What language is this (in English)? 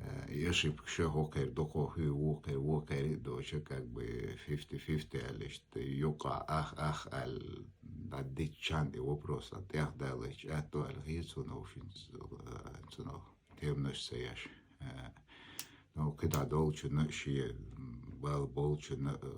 Chechen